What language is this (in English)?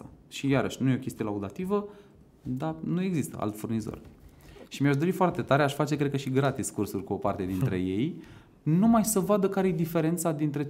Romanian